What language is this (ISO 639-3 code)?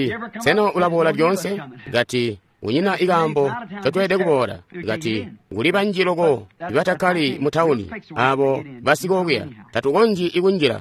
toi